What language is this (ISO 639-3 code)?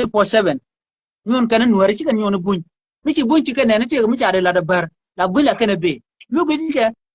nus